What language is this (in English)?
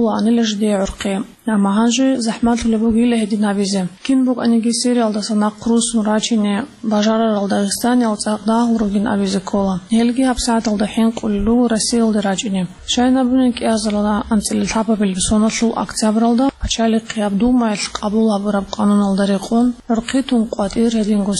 Avaric